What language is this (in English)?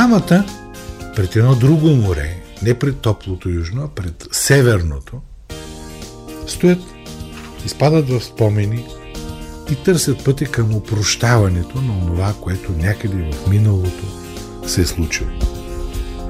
Bulgarian